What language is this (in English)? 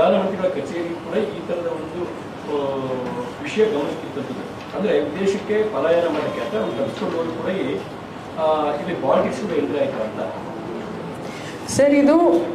Kannada